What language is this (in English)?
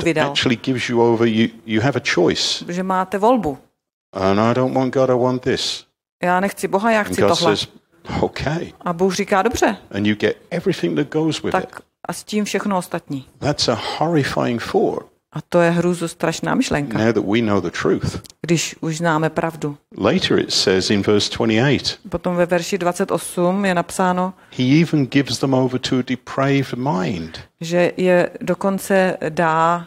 Czech